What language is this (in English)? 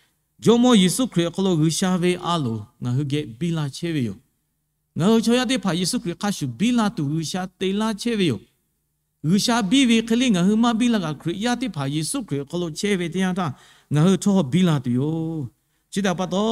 Lahu